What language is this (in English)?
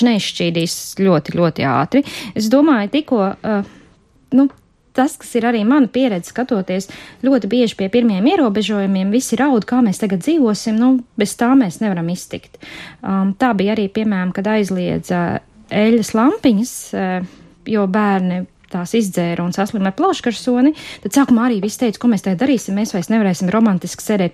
Latvian